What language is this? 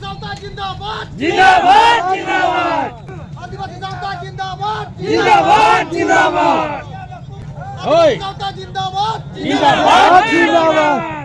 Santali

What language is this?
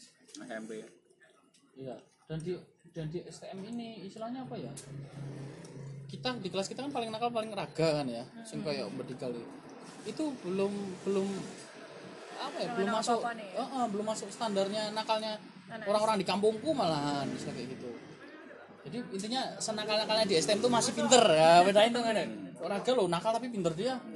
Indonesian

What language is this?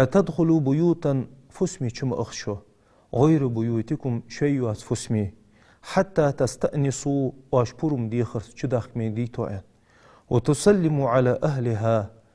Ingush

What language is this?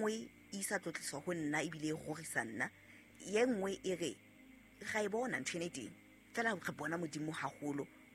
Southern Sotho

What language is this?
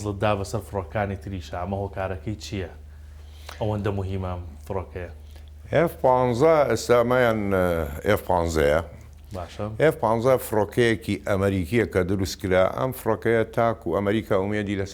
Central Kurdish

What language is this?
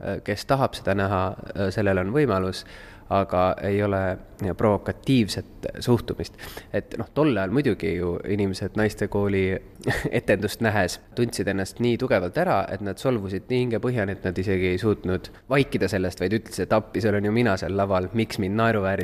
Estonian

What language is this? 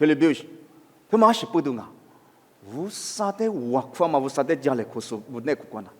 Lisu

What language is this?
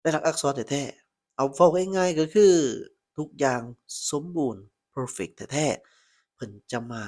Lao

